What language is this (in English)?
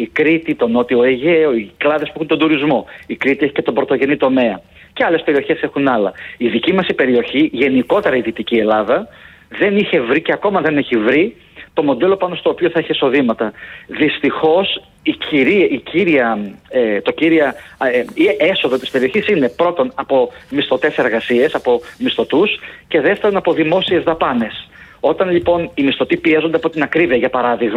Greek